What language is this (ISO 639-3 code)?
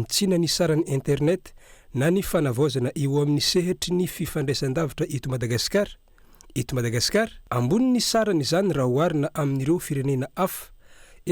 mlg